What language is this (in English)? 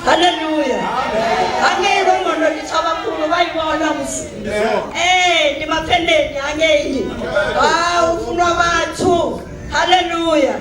Venda